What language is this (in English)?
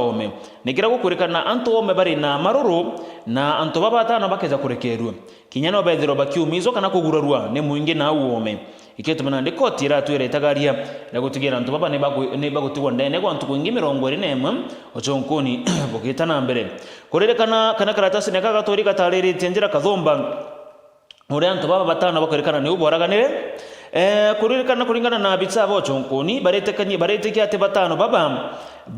Meru